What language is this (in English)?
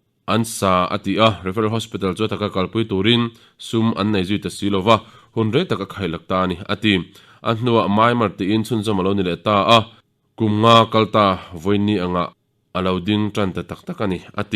Mizo